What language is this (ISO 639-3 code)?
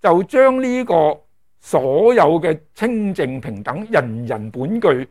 yue